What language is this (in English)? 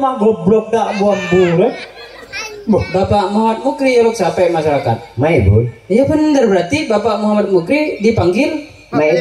Madurese